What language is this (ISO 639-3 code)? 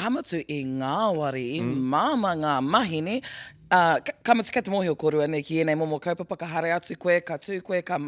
mri